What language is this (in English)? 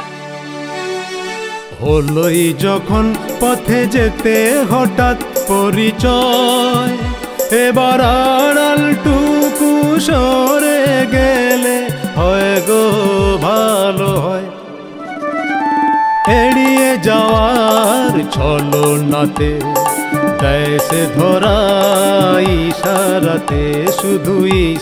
Bangla